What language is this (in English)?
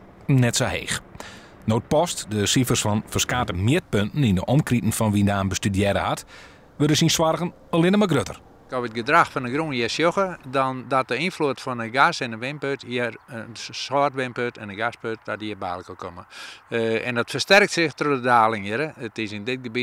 Western Frisian